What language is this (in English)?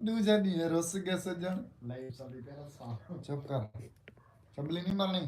Saraiki